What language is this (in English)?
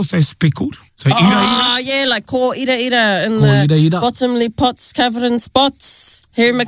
Māori